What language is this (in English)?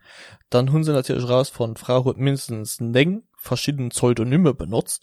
Luxembourgish